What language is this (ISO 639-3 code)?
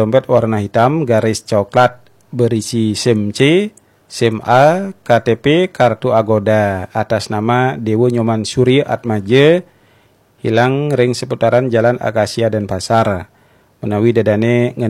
ban